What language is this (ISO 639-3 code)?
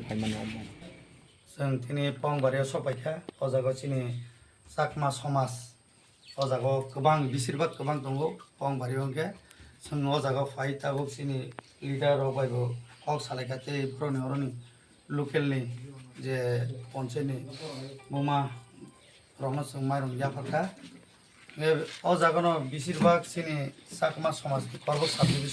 trp